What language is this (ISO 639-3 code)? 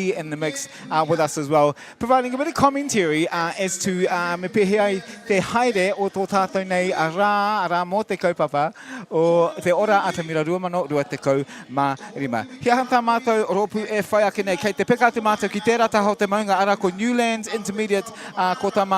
mri